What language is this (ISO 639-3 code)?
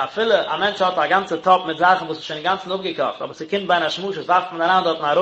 yid